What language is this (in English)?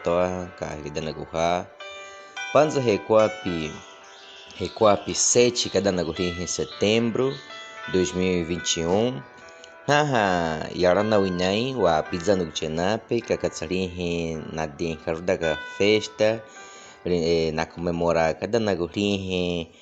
Baniwa